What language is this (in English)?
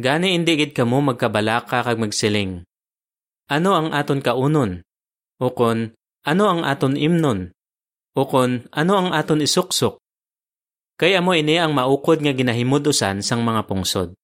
Hiligaynon